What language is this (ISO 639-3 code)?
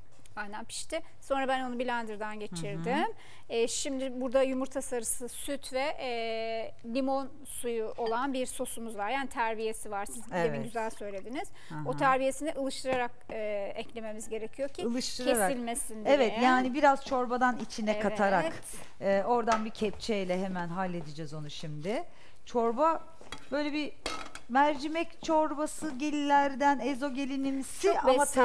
tur